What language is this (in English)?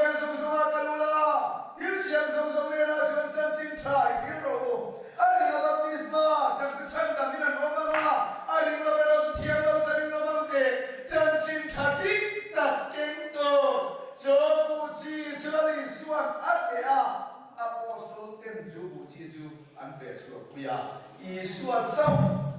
Mizo